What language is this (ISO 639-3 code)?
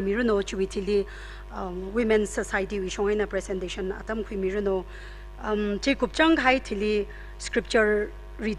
nmf